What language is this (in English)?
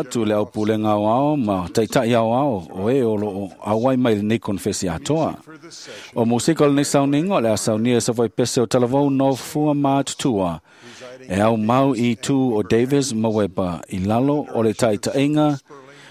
Samoan